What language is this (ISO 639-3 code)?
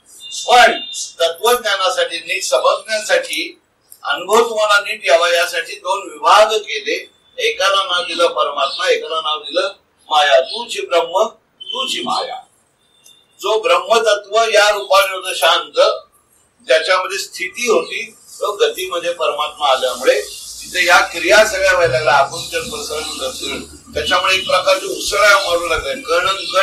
mar